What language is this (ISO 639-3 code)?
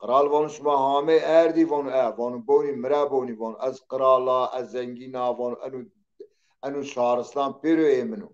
zza